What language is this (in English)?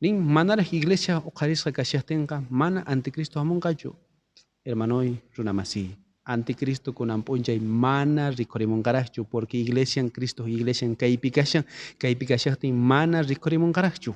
South Bolivian Quechua